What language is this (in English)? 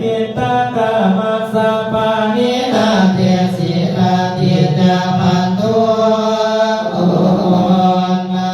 Pali